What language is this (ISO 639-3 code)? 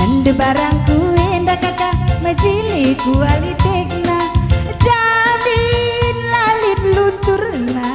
btx